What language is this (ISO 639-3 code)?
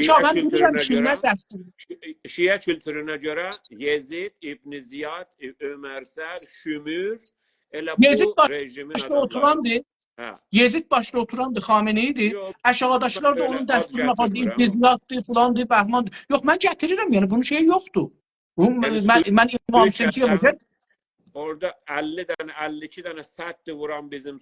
azb